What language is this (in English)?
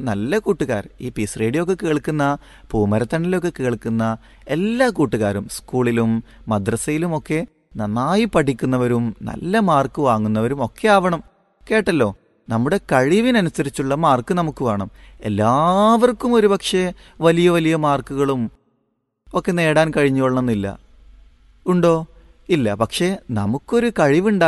Malayalam